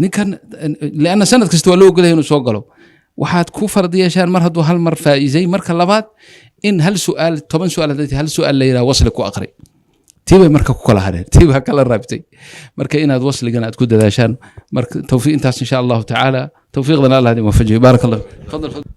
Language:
Somali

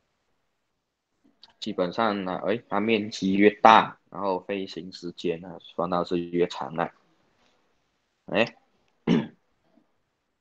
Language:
Chinese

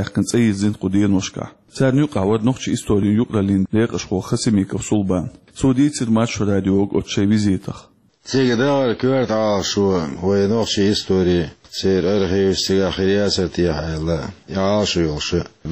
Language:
Chechen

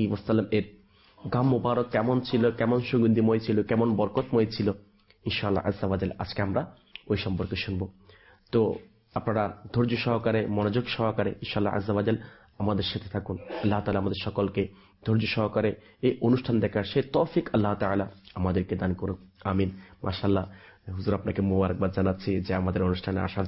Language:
Bangla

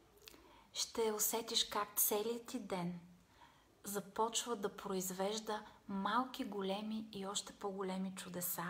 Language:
Bulgarian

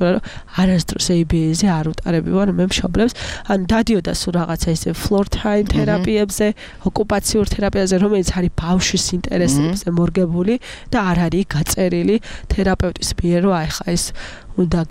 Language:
Georgian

